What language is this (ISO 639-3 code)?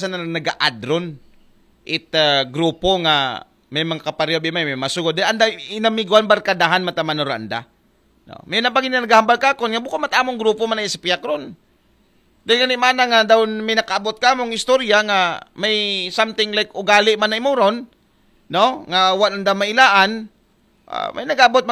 akl